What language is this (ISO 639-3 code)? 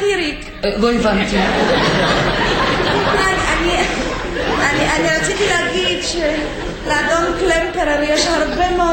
heb